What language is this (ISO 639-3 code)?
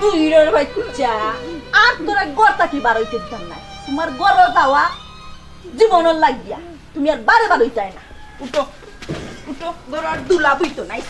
syl